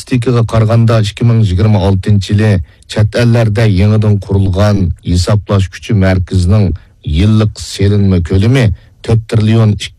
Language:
Uyghur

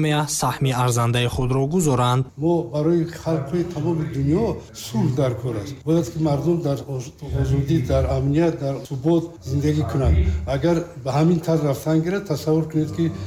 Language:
Tajik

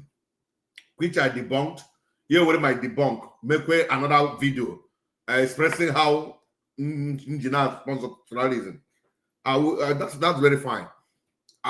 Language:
Igbo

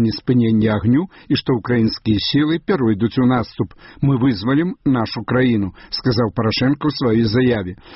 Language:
Belarusian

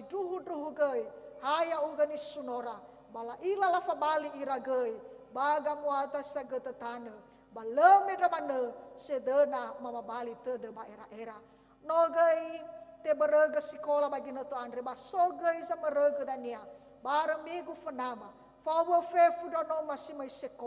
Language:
Nias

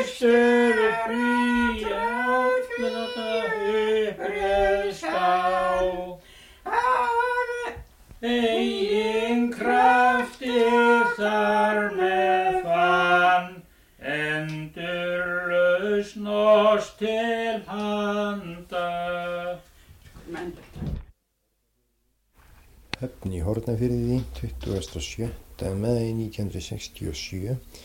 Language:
Icelandic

